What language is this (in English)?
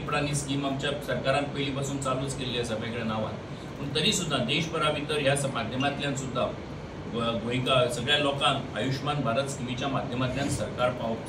Konkani